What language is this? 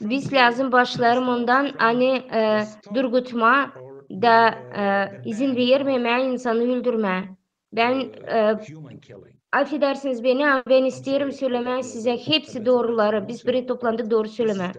Gagauz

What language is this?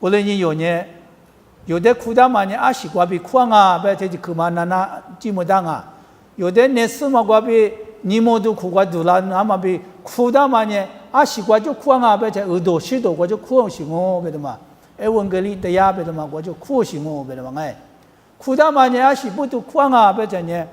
Lisu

